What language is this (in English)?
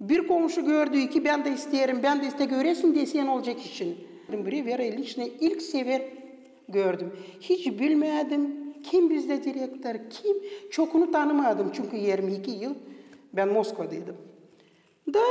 Gagauz